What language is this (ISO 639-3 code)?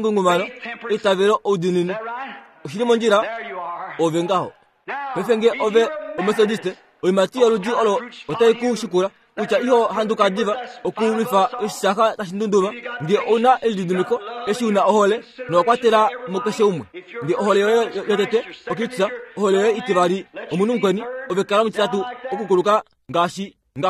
kua